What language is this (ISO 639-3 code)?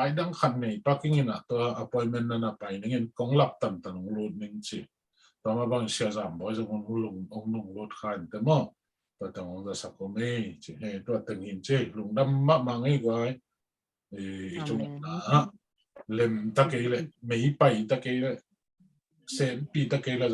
ctd